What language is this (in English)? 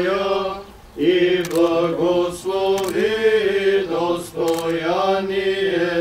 Bulgarian